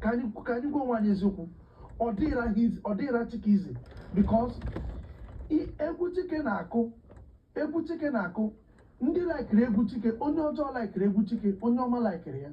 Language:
Igbo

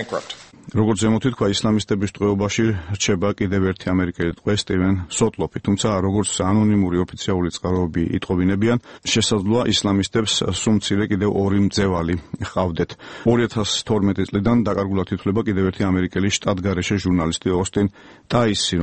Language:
Georgian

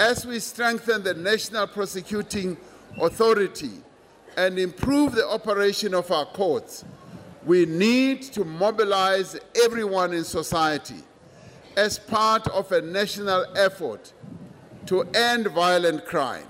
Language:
English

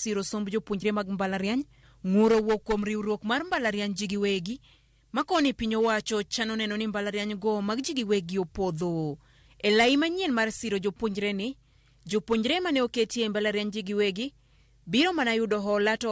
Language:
Luo (Kenya and Tanzania)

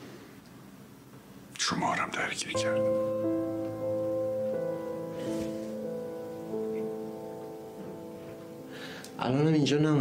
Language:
Persian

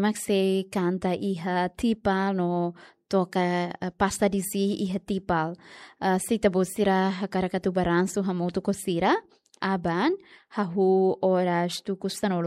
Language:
Tetum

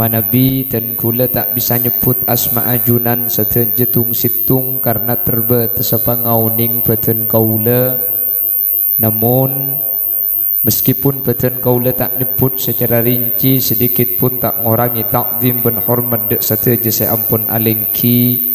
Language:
Madurese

